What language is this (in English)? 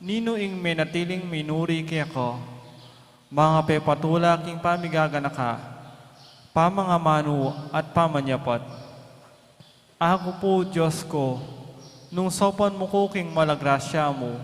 Pampanga